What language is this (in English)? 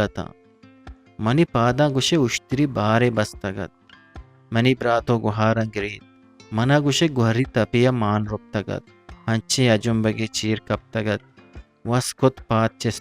Eastern Balochi